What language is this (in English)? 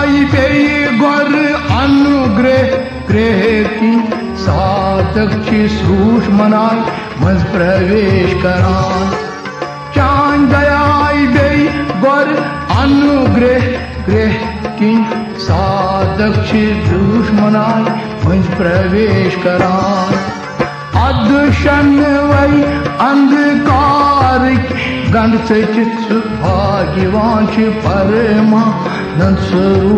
Kashmiri